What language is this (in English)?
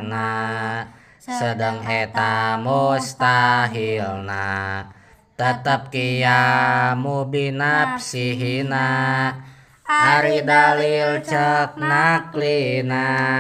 Sundanese